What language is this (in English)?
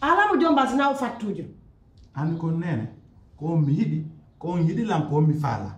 Pular